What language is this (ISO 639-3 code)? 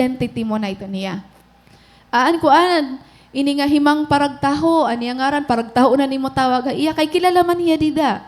war